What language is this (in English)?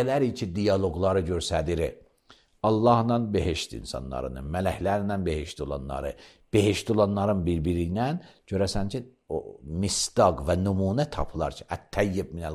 Azerbaijani